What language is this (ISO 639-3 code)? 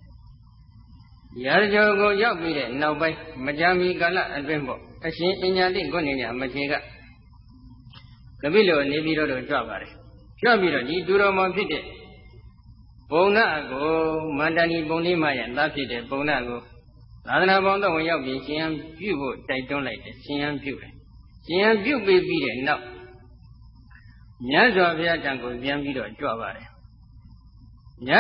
mya